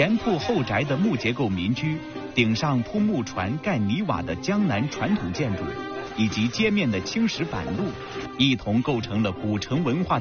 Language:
Chinese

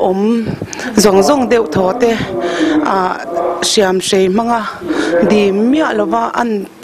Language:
Mizo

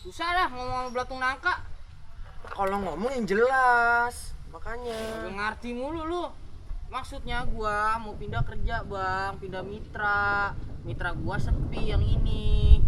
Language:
Betawi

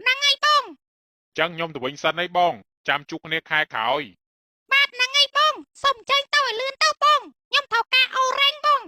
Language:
Khmer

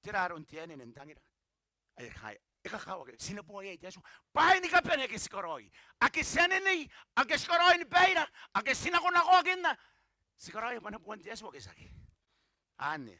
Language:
Gilbertese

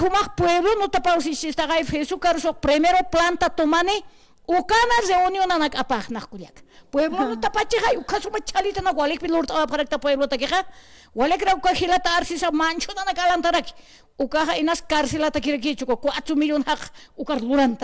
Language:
Aymara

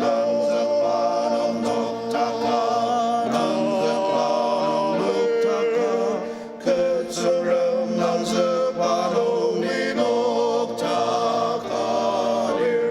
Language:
Ao Naga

